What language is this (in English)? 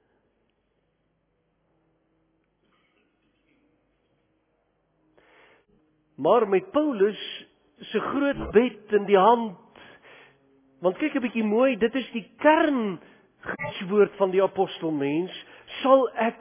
Afrikaans